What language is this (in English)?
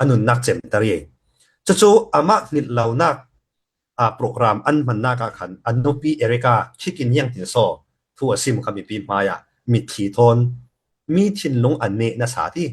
Falam Chin